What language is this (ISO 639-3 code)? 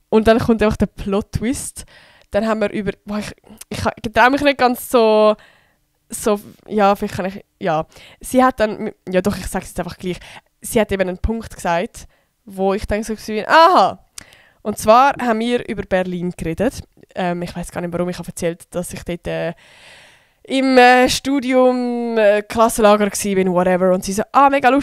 gsw